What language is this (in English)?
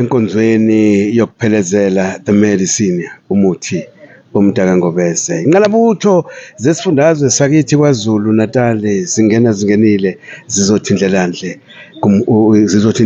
Zulu